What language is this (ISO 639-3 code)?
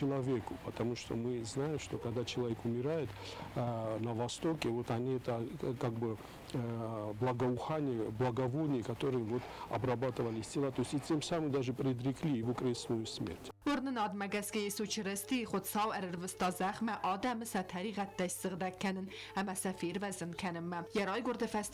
oss